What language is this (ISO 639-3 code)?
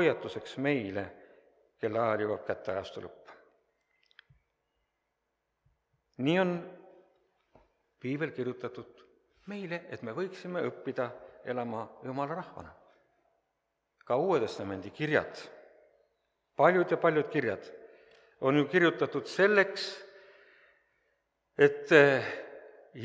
est